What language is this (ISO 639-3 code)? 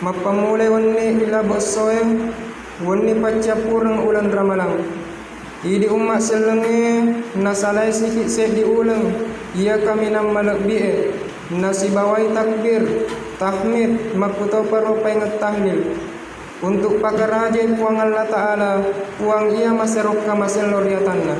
bug